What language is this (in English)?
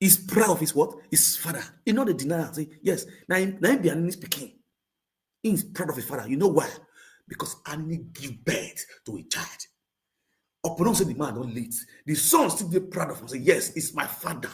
Nigerian Pidgin